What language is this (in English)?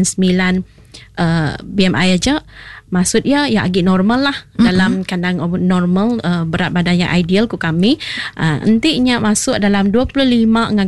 Iban